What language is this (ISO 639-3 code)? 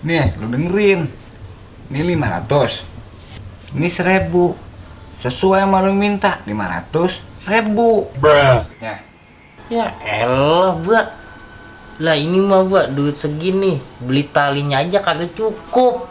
bew